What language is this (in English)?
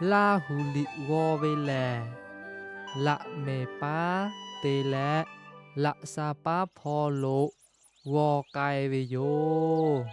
Lahu